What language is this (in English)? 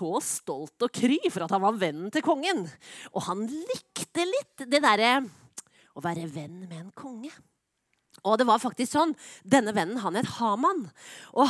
Norwegian